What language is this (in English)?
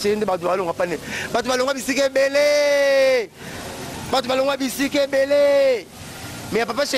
Lingala